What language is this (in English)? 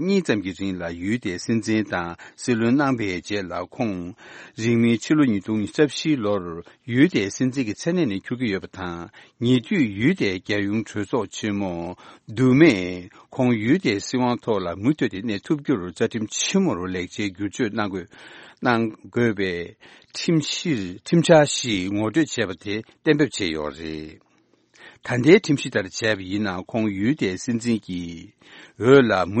Tibetan